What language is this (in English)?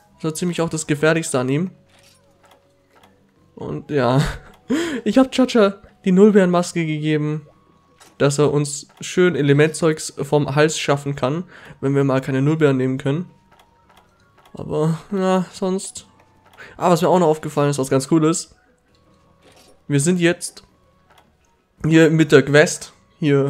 German